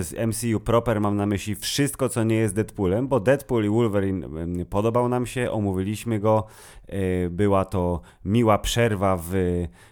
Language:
Polish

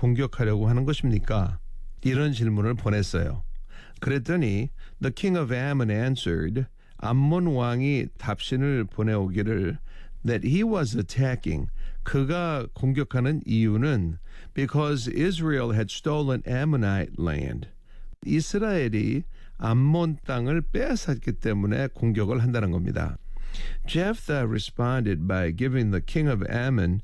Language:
Korean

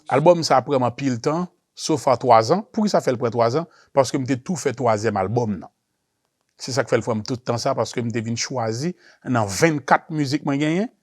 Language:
Haitian Creole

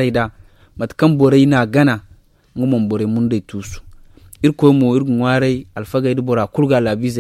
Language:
Zarma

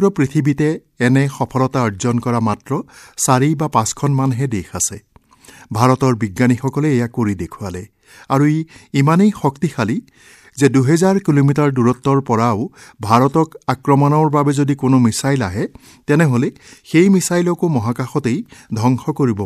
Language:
Assamese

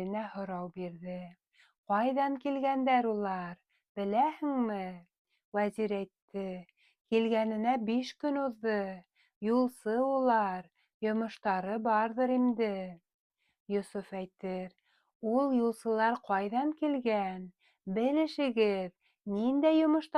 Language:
Bashkir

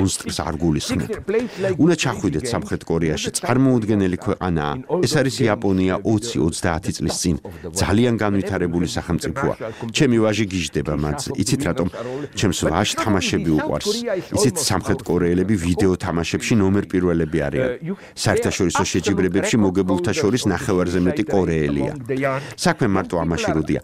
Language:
Georgian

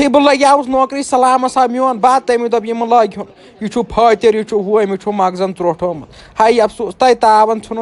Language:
Kashmiri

